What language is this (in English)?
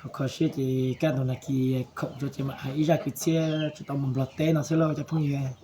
Hmong